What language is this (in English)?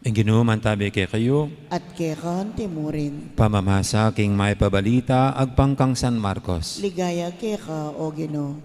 Pampanga